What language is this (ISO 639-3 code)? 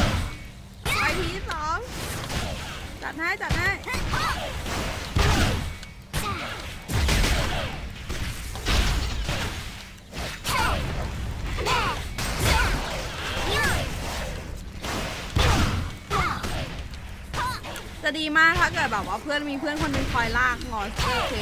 tha